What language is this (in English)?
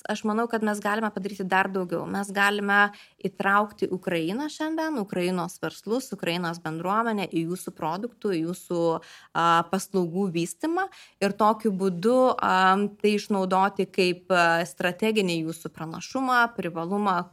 Lithuanian